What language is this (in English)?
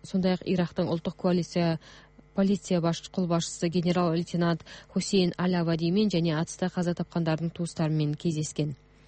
Kyrgyz